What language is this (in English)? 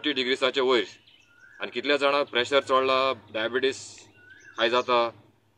Konkani